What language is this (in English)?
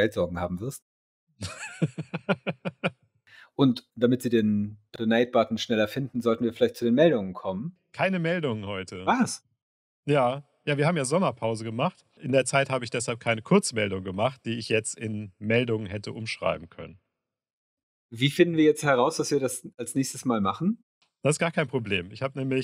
German